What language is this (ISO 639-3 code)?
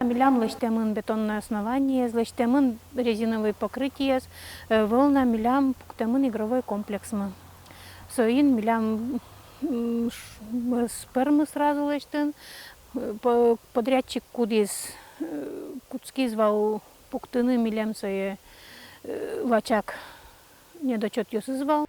udm